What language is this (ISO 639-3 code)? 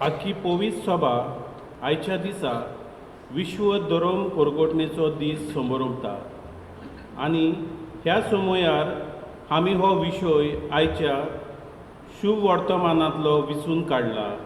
kok